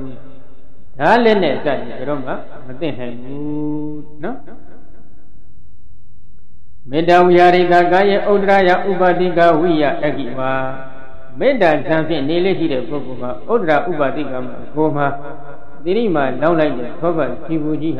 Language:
Burmese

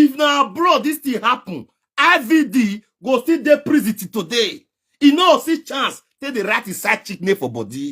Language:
Nigerian Pidgin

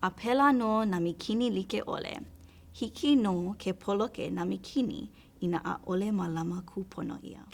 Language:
Hawaiian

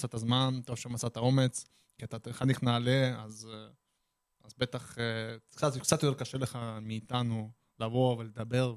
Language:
Hebrew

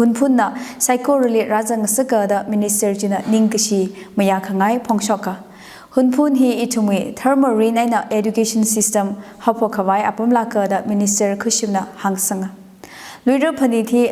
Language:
Tangkhul Naga (India)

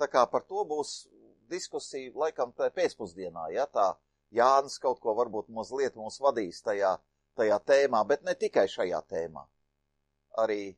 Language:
Latvian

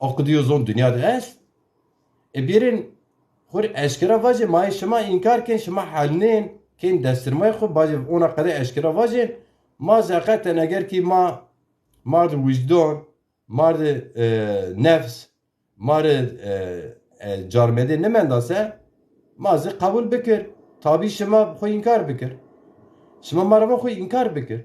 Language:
Zaza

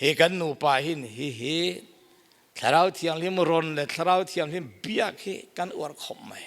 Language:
Falam Chin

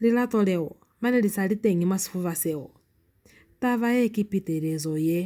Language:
Lozi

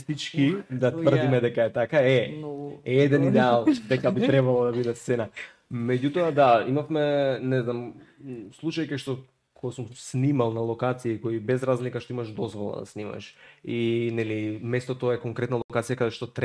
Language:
Macedonian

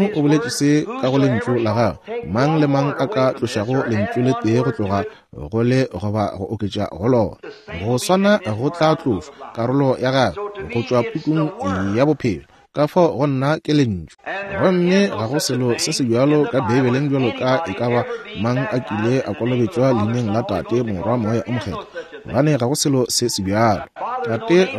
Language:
Northern Sotho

